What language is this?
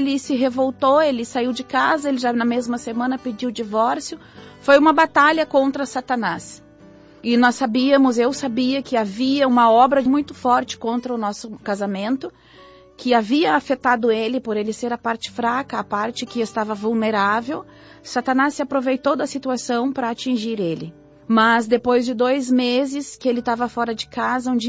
Portuguese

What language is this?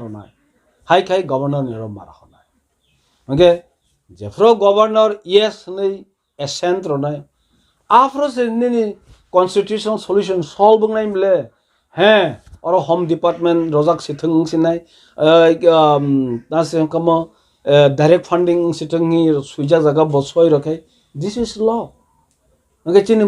Kok Borok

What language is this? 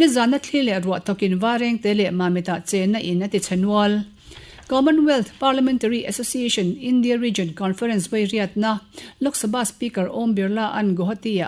Mizo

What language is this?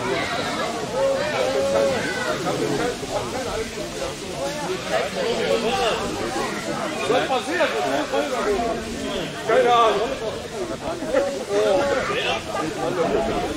German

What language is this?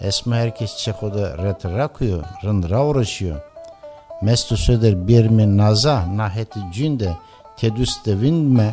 Zaza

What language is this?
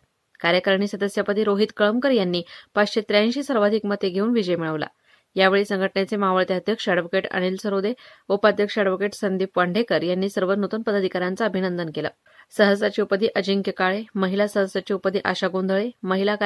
Marathi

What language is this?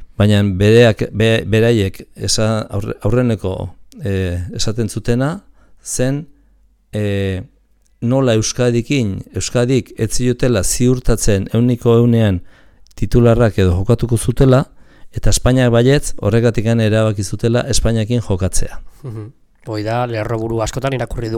Basque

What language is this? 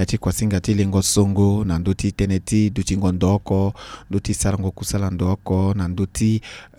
Sango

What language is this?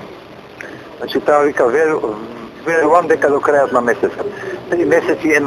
Macedonian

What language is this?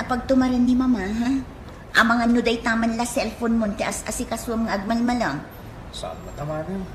Iloko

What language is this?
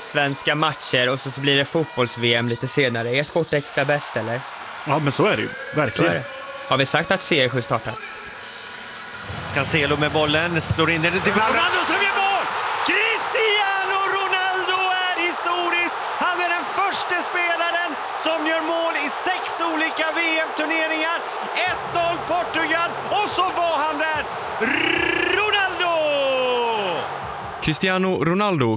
Swedish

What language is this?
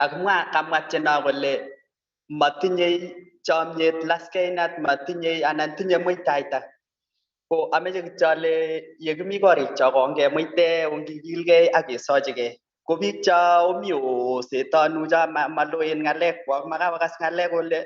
Kalenjin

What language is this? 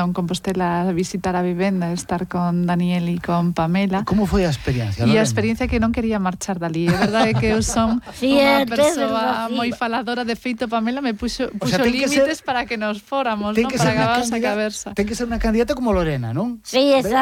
Galician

